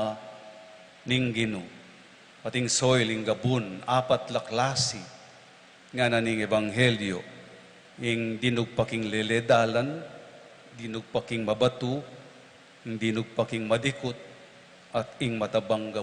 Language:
Pampanga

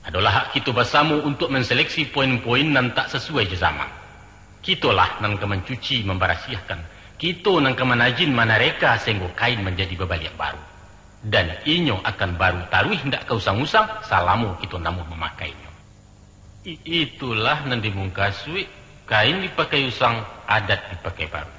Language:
Minangkabau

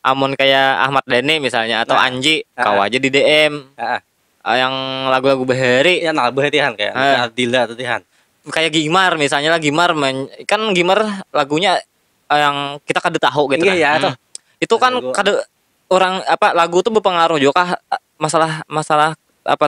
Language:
Banjar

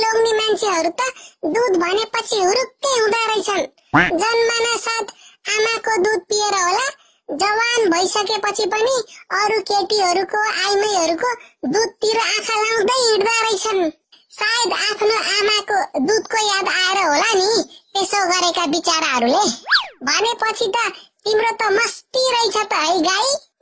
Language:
Nepali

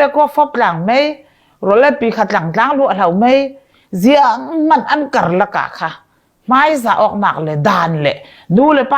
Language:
Falam Chin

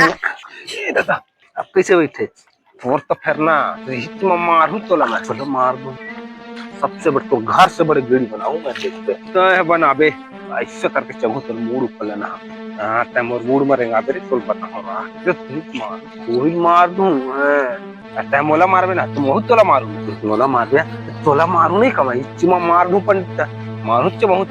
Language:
Chhattisgarhi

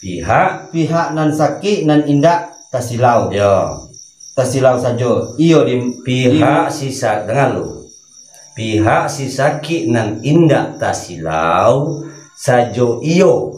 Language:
Minangkabau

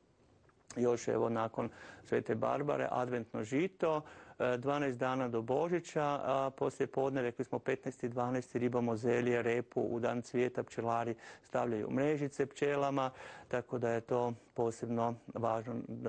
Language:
Croatian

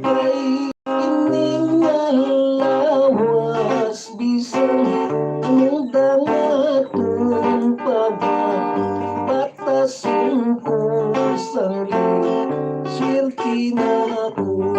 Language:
Hiligaynon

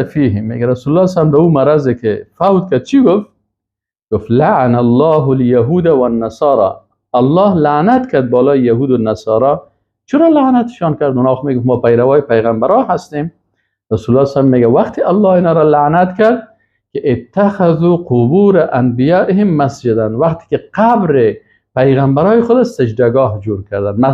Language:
Persian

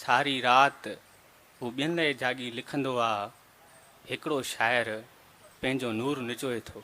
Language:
Sindhi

